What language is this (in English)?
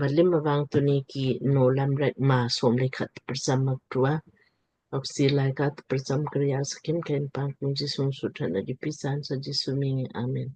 Lamkang